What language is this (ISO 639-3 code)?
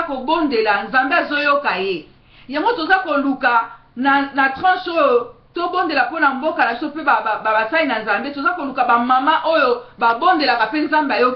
lin